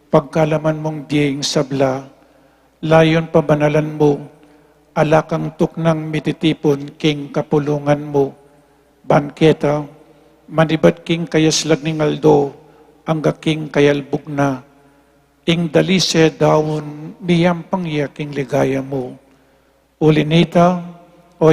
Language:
Pampanga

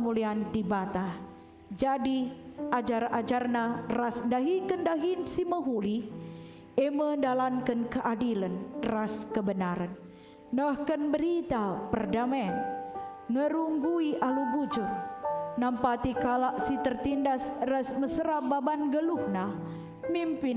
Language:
Batak Karo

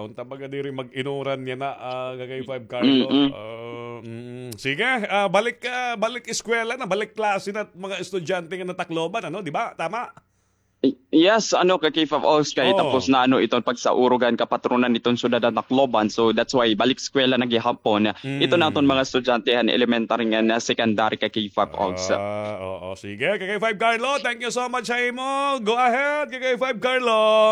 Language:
Waray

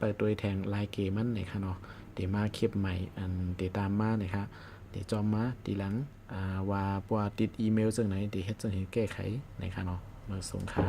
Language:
Shan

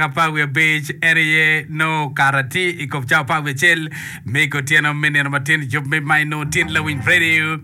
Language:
Acoli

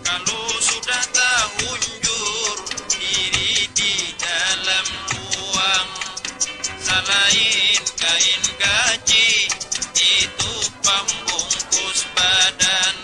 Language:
Banjar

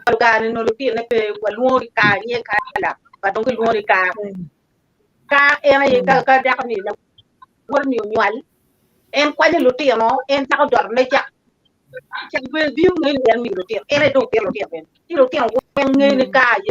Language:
Acoli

